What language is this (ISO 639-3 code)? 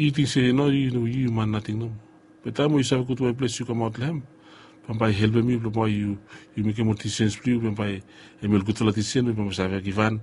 bis